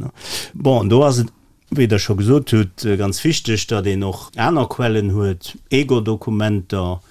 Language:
Luxembourgish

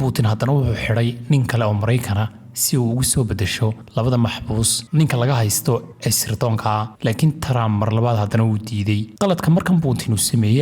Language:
Somali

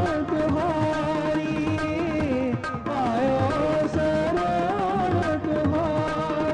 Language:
Punjabi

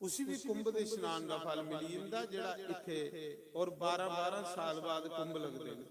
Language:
Dogri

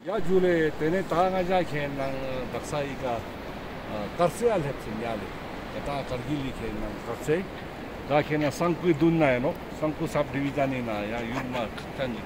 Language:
Ladakhi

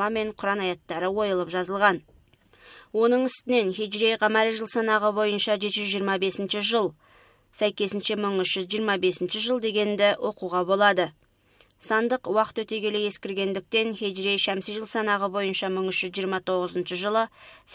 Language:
Kazakh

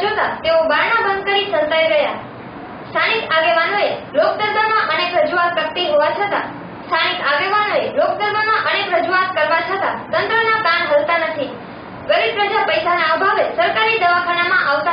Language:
Gujarati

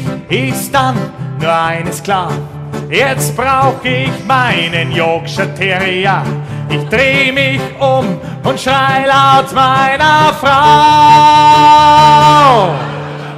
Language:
Bavarian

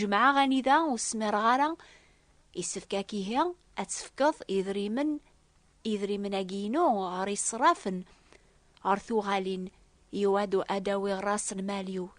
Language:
Kabyle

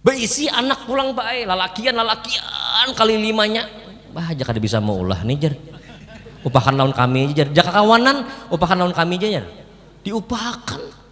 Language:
Banjar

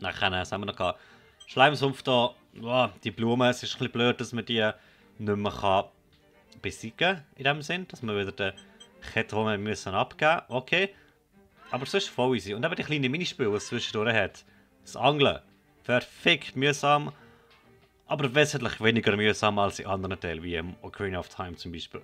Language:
Swiss German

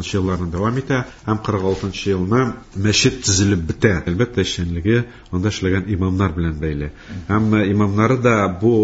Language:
Tatar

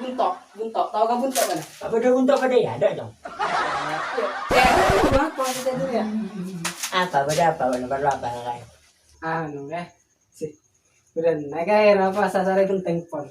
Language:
Madurese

